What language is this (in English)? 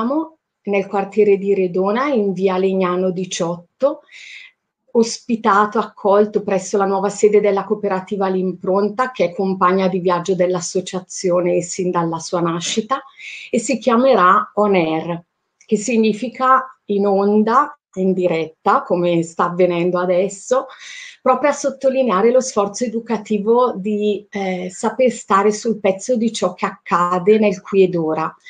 Italian